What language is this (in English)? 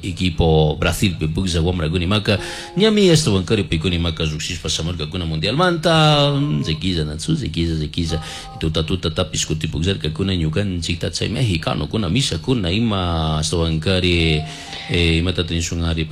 Chimborazo Highland Quichua